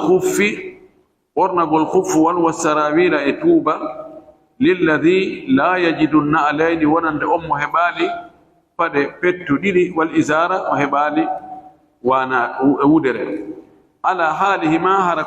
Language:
Fula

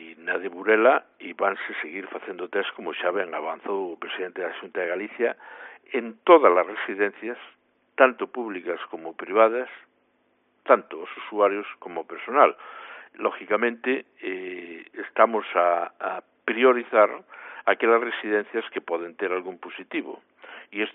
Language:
Galician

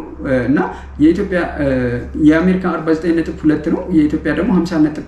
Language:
Amharic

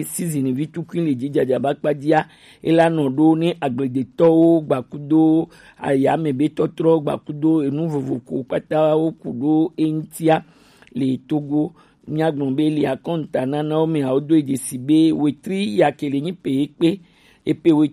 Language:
Gen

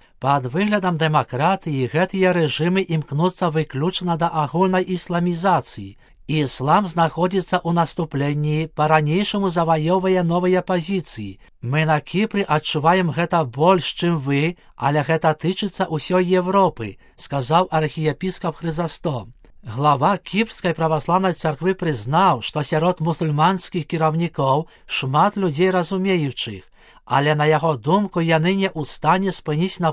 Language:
Belarusian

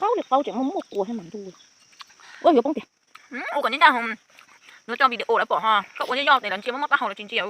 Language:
Hmong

